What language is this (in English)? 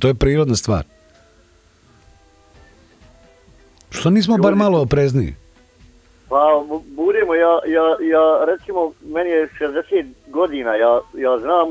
Croatian